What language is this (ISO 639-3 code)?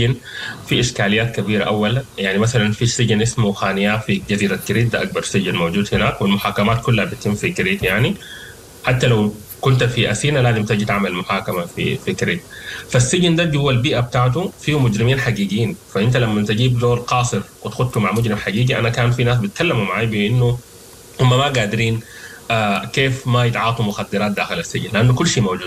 apd